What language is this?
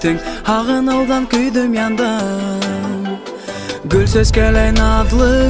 Bashkir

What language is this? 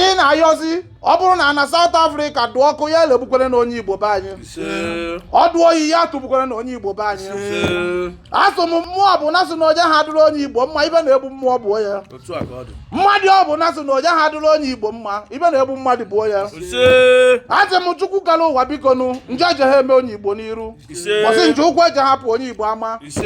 Igbo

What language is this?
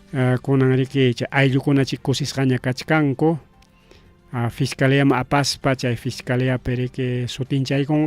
Ayacucho Quechua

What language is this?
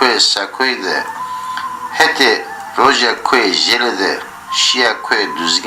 Zaza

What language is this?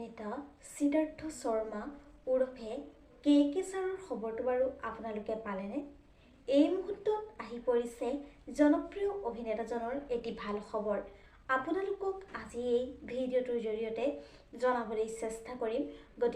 Assamese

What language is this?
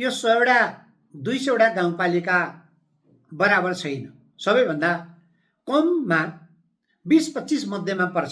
Nepali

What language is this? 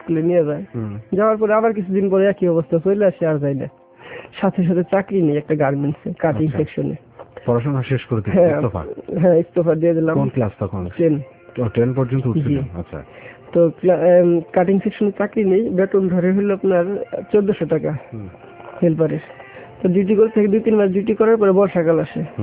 Bangla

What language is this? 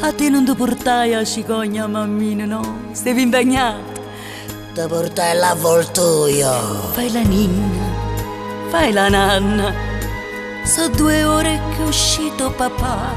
Neapolitan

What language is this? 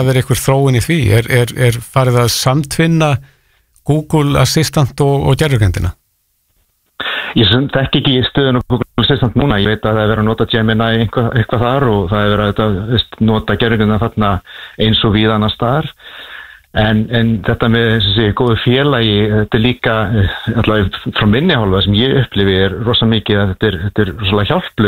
Icelandic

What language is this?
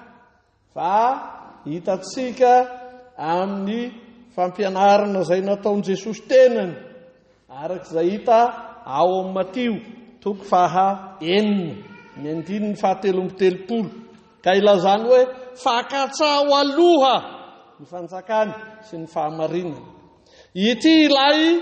Malagasy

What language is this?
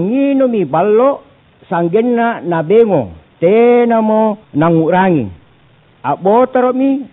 Makasar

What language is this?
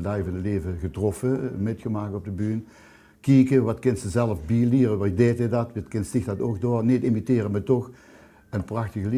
Limburgish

